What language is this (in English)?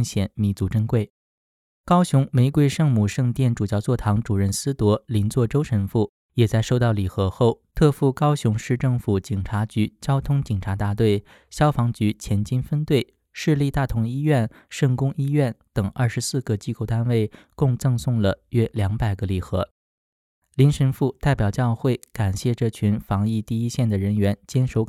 Chinese